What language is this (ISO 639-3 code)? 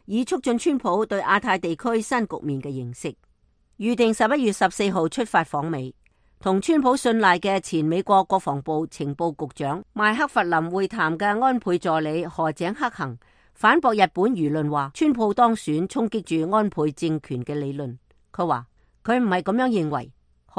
yue